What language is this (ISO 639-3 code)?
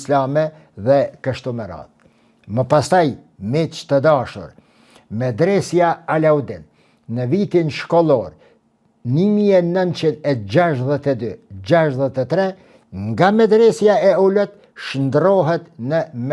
sqi